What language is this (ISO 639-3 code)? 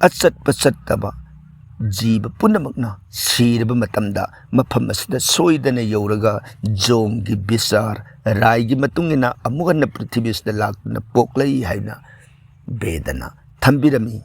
mni